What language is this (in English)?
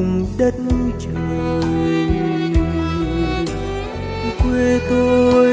Vietnamese